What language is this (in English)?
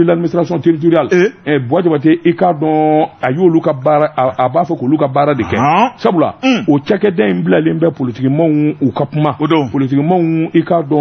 Bambara